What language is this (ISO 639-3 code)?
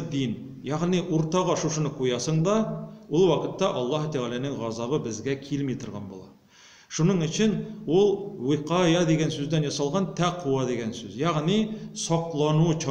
tat